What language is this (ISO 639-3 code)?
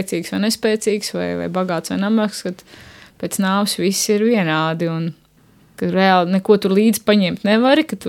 lav